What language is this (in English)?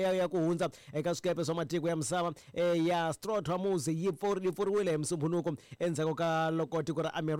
Tsonga